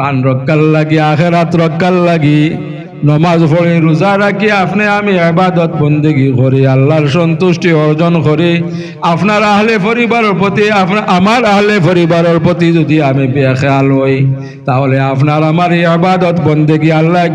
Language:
Sylheti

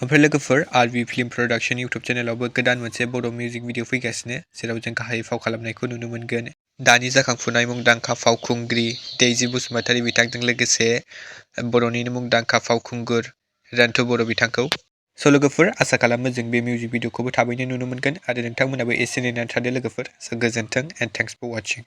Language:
Bodo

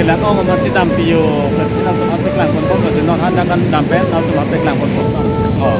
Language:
Karbi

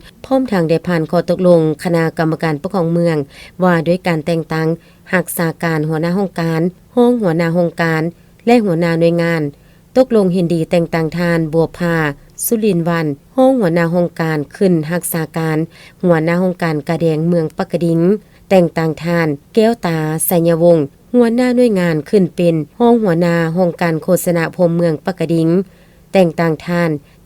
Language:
Lao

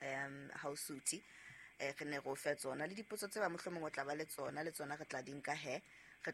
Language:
Southern Sotho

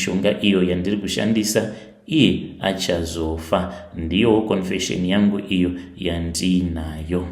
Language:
Shona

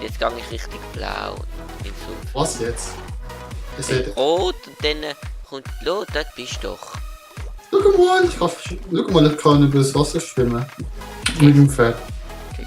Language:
Swiss German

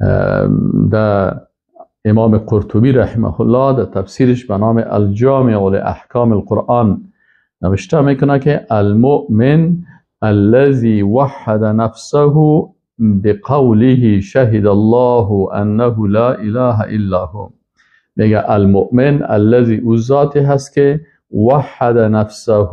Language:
Persian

